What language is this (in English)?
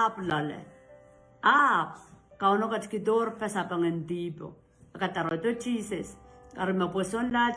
Pohnpeian